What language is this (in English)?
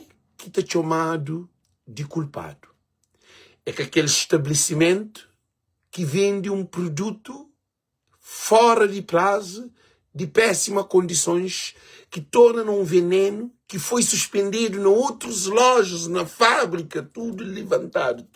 Kabuverdianu